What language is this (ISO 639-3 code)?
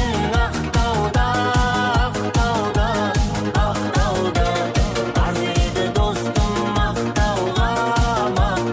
kaa